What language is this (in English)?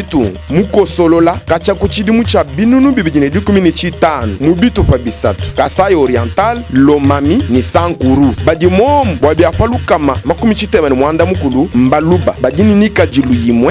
Luba-Lulua